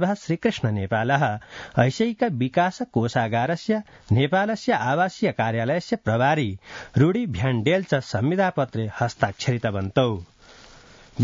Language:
Sanskrit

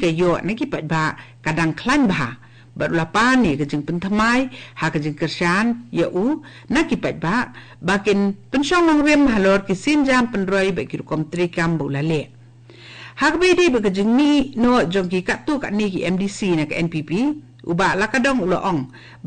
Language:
Khasi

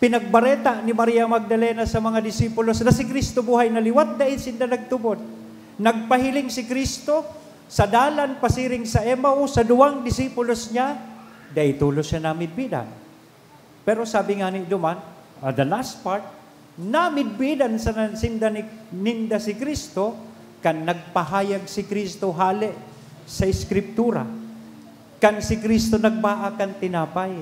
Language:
Bikol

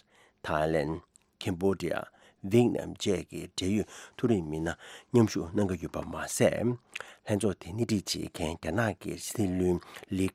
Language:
Tibetan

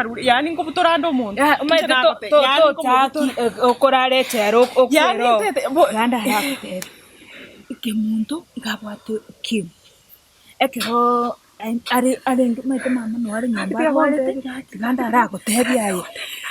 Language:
Gusii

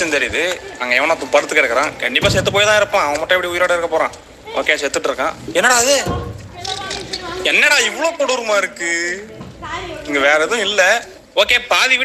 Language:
Tamil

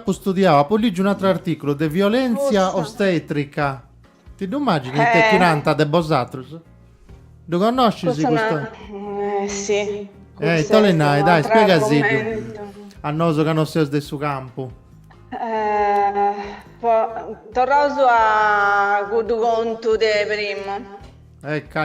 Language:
Sardinian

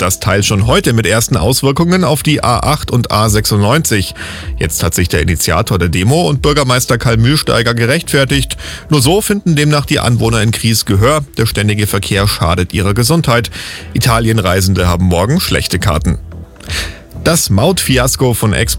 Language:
German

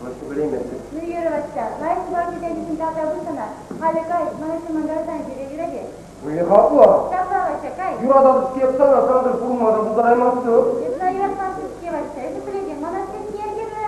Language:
Chuvash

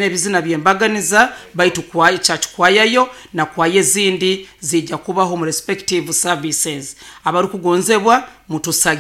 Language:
Nyoro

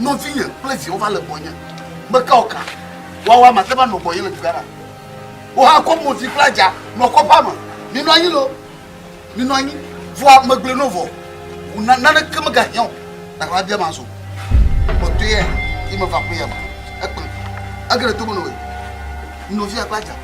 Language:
Ewe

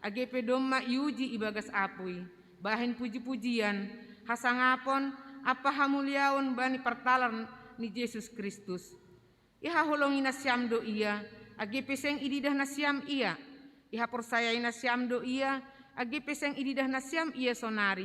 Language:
Batak Simalungun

